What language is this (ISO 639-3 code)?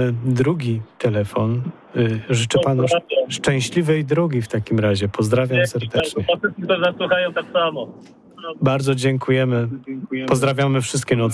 pol